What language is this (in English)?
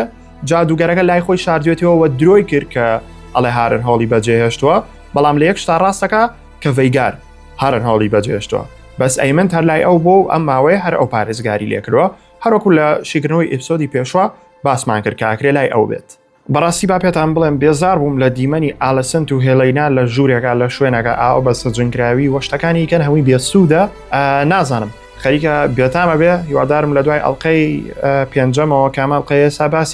Central Kurdish